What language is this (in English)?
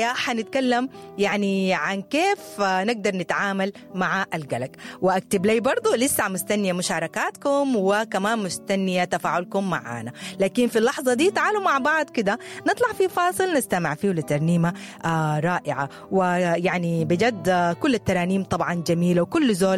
Sudanese Arabic